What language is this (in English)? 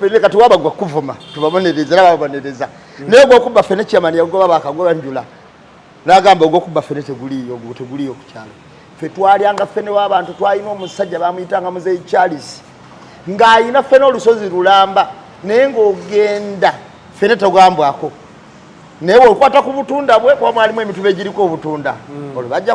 Ganda